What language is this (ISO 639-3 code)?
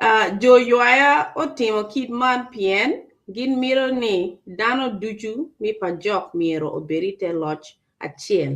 ach